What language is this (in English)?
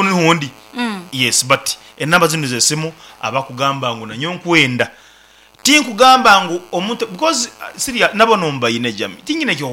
Nyankole